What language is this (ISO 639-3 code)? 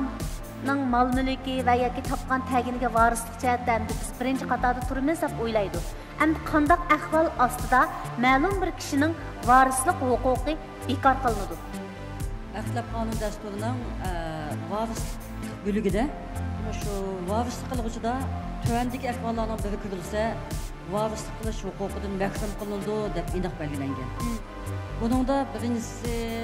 uig